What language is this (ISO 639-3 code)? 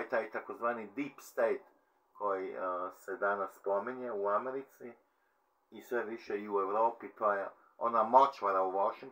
hrv